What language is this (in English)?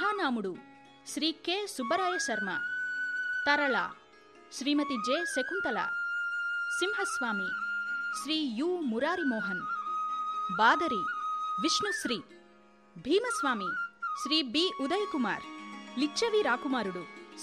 Telugu